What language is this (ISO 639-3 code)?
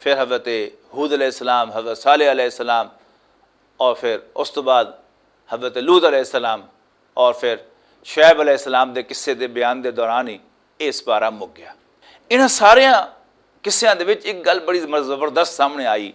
lah